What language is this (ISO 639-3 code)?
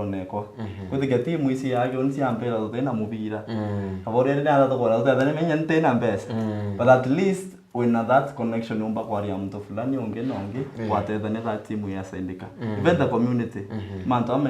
mer